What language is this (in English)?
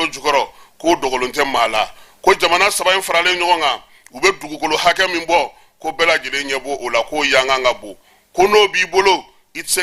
Bambara